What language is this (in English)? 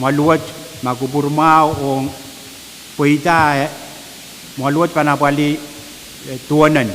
Pohnpeian